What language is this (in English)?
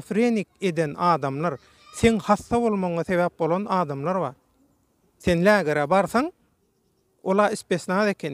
Turkmen